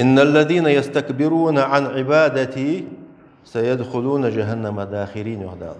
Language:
Ingush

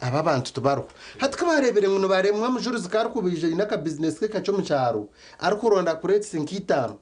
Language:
Nyankole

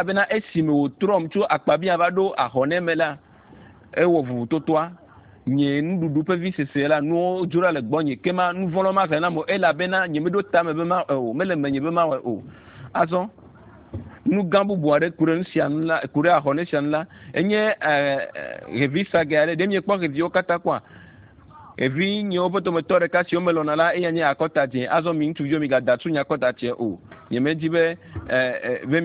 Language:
Ewe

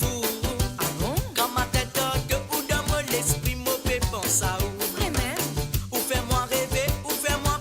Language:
Morisyen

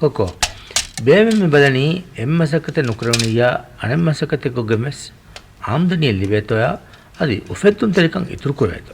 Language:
Divehi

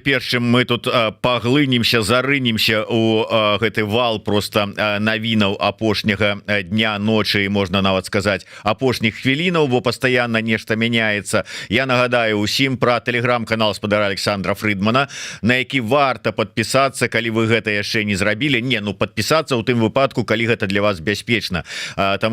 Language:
Belarusian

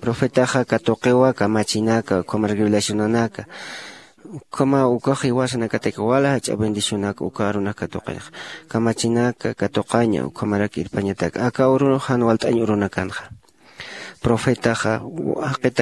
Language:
Aymara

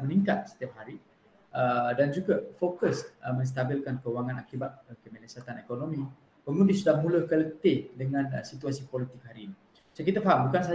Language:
Malay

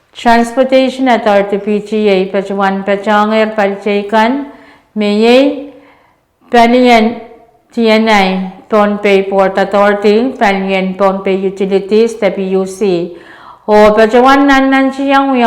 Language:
Pohnpeian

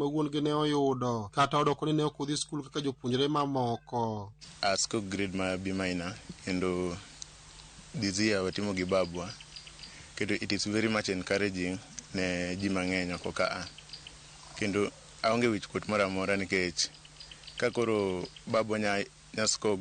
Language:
Luo (Kenya and Tanzania)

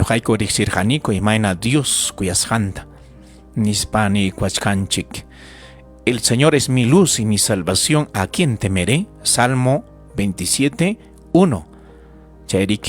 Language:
Ayacucho Quechua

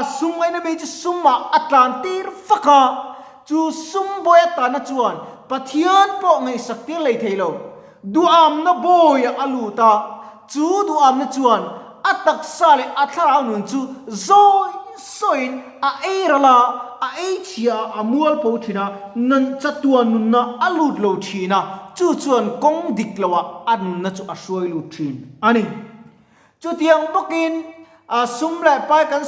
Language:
Mizo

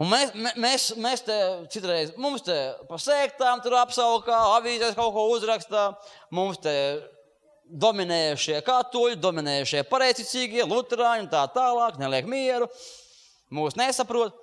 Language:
Latvian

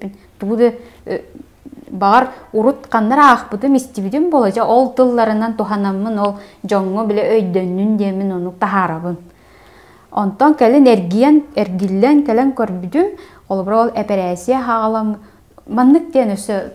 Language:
Yakut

